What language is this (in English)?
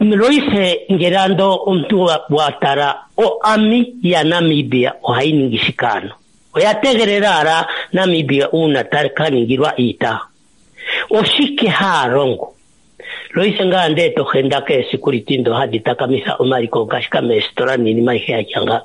Kuanyama